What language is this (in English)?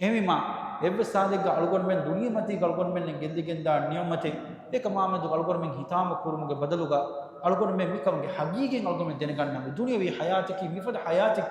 Divehi